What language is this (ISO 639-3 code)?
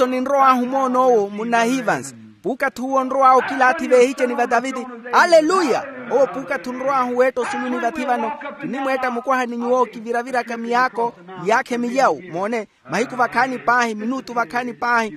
vmw